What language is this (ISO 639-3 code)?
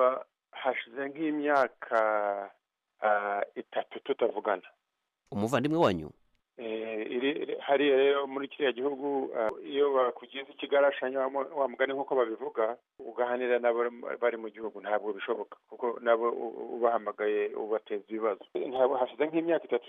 kin